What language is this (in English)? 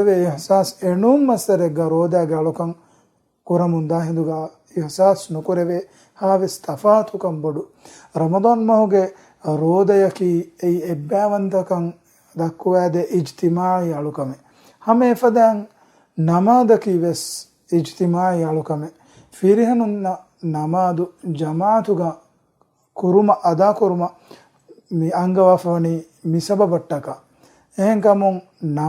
Divehi